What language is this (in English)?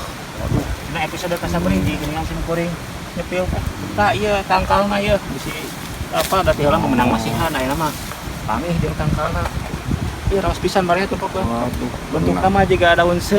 Sundanese